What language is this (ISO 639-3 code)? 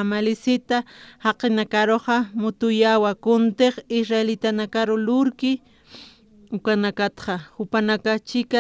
aym